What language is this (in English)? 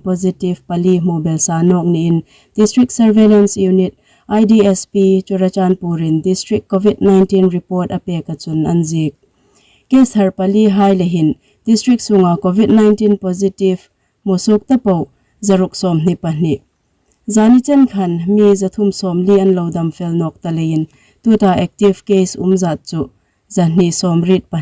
Hmar